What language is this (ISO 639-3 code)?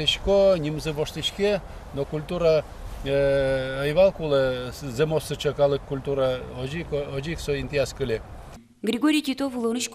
udm